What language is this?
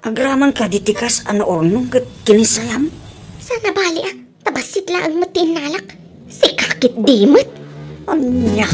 Iloko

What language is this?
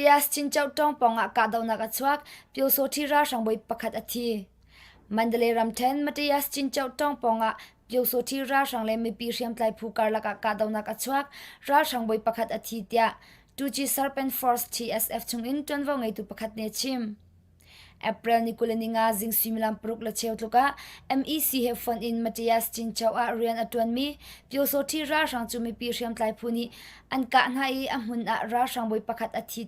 Hakha Chin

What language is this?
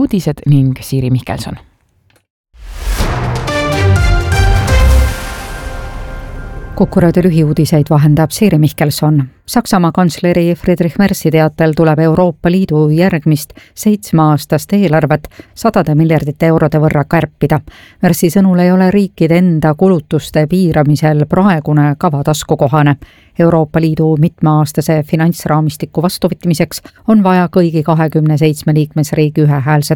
Estonian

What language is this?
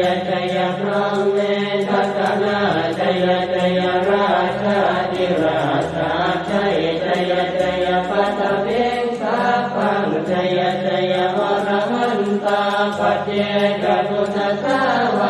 Pali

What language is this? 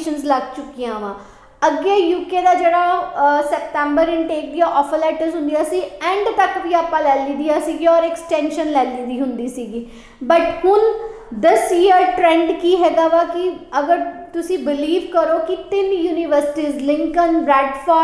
Punjabi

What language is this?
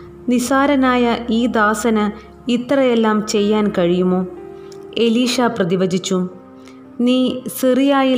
Malayalam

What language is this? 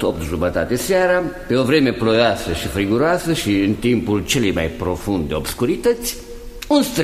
Romanian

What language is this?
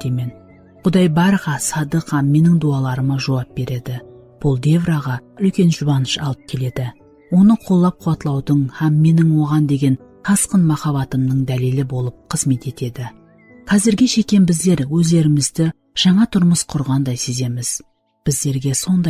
Kara-Kalpak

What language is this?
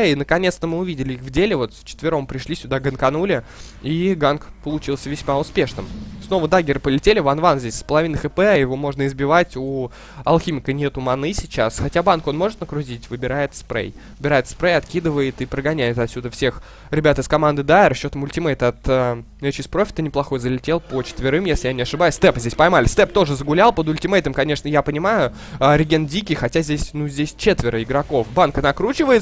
Russian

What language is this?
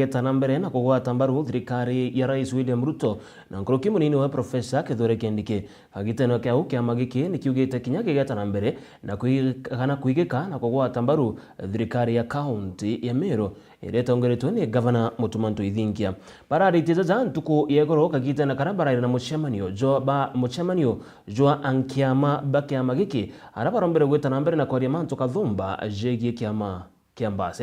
Meru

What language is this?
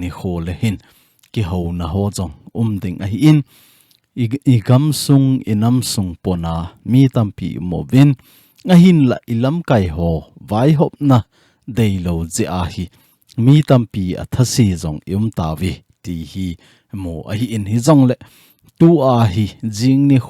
Thado Chin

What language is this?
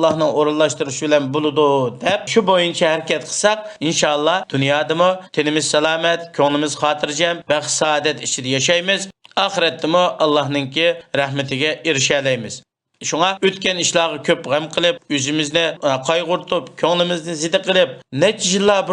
Uyghur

